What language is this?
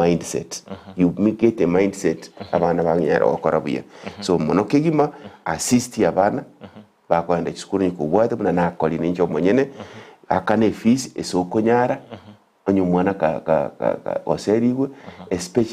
Gusii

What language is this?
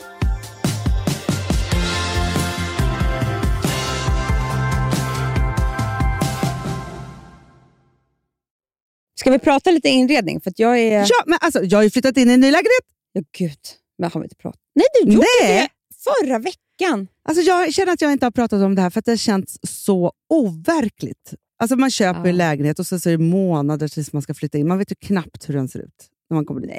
Swedish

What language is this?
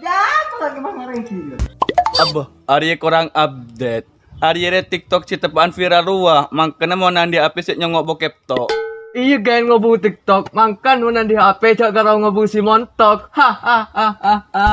Madurese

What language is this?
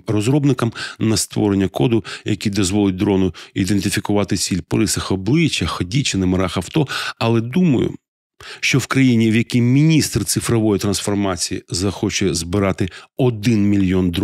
Ukrainian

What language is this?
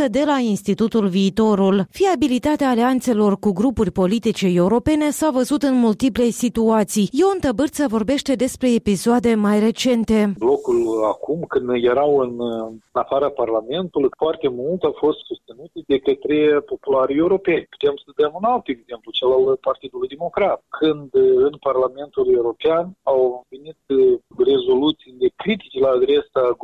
Romanian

